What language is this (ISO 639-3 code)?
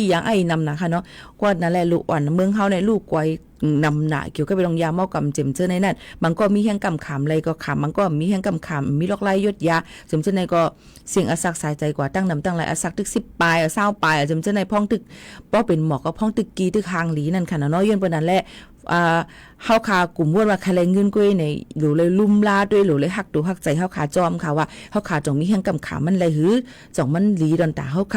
shn